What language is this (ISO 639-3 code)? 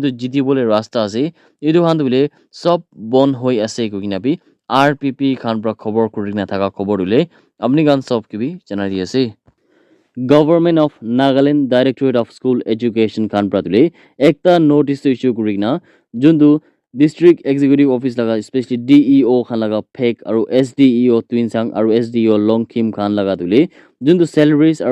nag